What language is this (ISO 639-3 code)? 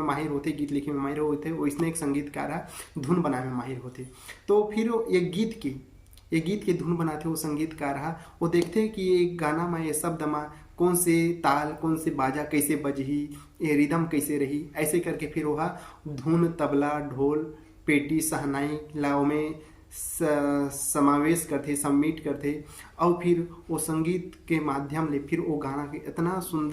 hne